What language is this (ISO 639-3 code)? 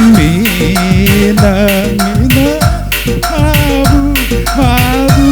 btx